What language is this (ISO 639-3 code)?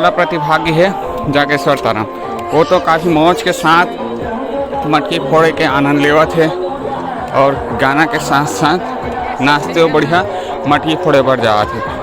hne